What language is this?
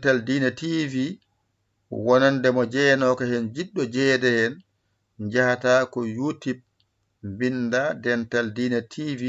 Fula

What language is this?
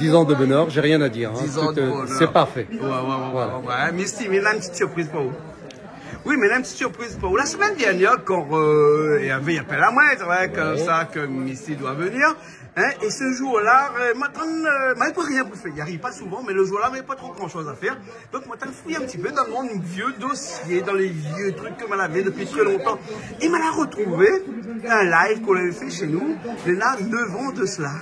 Réunion Creole French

